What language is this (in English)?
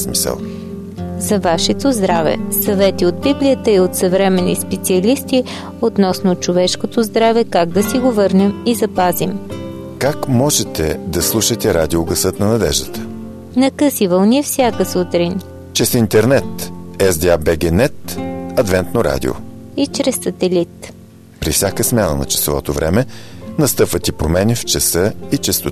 Bulgarian